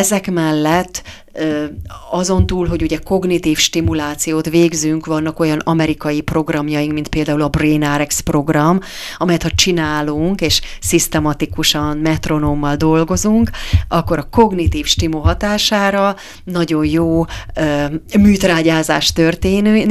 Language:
Hungarian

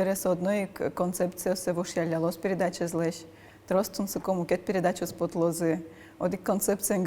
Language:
Udmurt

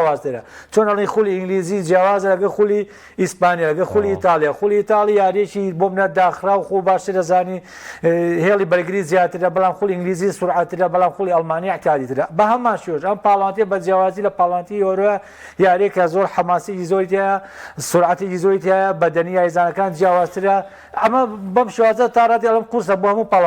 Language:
Central Kurdish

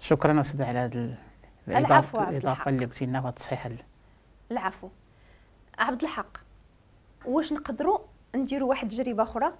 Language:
Moroccan Arabic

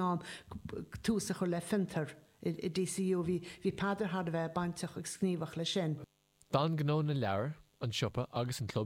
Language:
Irish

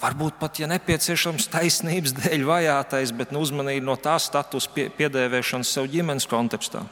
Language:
Latvian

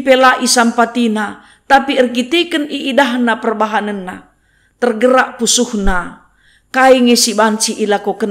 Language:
Batak Karo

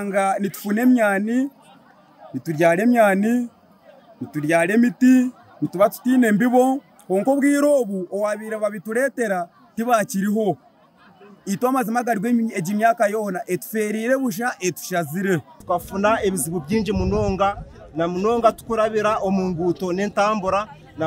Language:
Nyankole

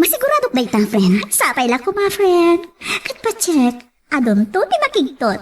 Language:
Iloko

